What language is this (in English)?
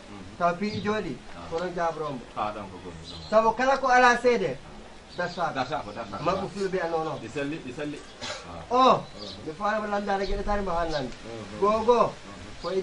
Fula